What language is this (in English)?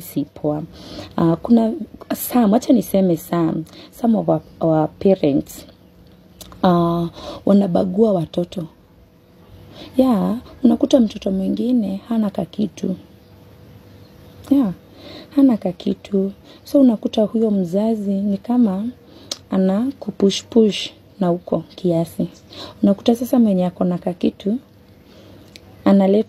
Swahili